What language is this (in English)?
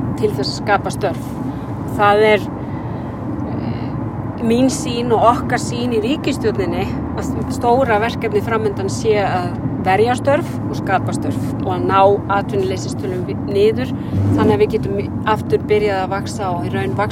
Icelandic